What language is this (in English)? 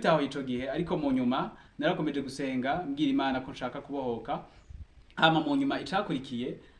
Rundi